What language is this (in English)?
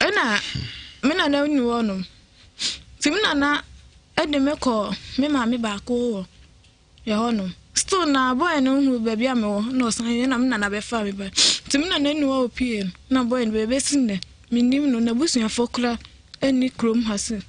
Akan